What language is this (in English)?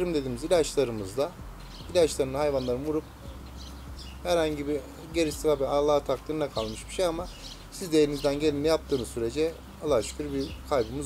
Turkish